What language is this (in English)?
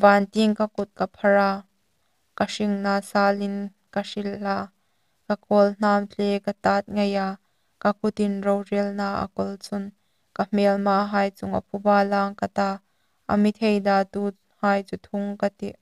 Hmar